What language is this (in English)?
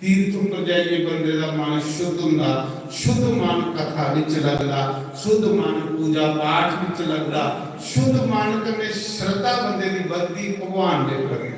Dogri